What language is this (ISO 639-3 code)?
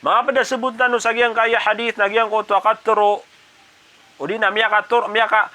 mrw